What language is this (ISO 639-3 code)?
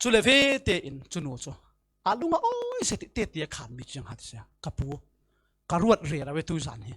cfm